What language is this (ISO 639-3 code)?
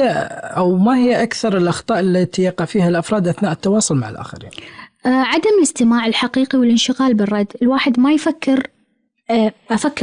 afb